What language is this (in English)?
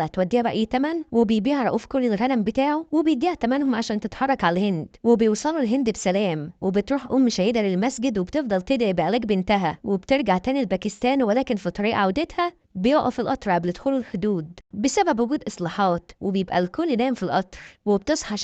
Egyptian Arabic